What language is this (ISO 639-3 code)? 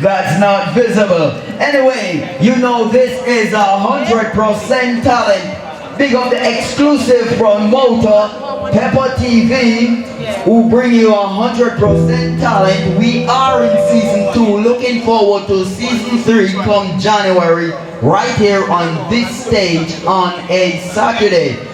jam